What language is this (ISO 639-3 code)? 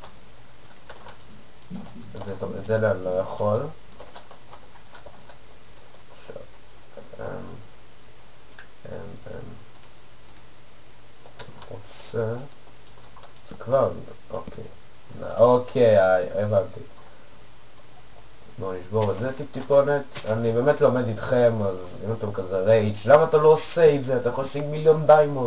heb